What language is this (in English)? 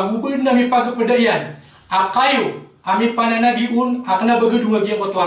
Maranao